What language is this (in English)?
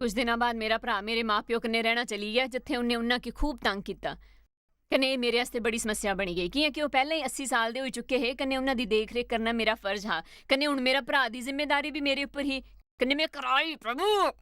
Dogri